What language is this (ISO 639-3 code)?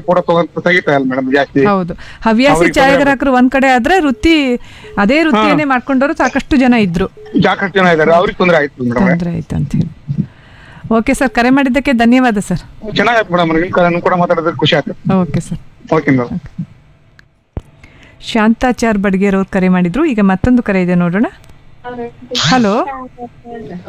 kan